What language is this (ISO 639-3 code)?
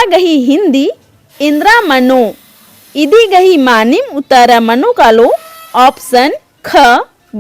kru